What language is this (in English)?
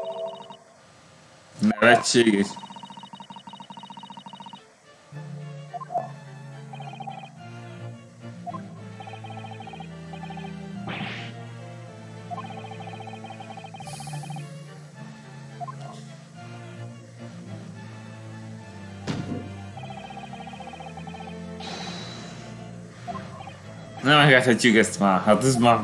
Hungarian